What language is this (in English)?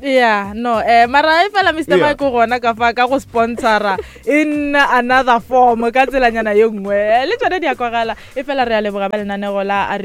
Northern Sotho